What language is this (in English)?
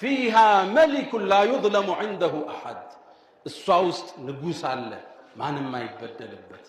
Amharic